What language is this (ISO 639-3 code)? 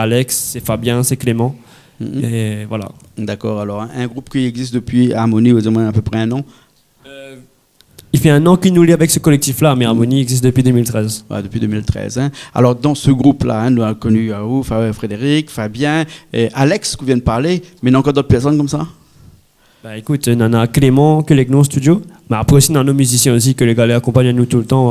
rcf